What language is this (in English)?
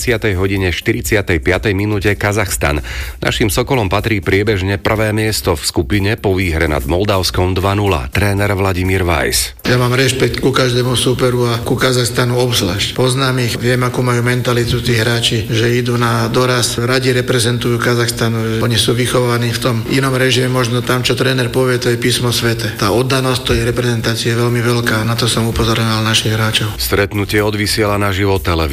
Slovak